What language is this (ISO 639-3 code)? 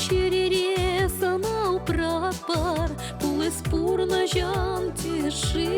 chv